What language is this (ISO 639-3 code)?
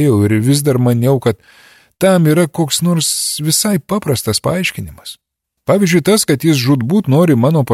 lit